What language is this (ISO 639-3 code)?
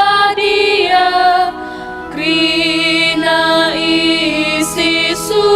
btx